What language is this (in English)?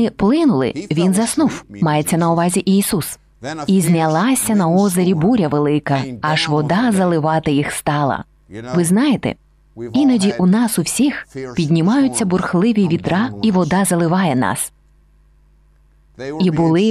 Ukrainian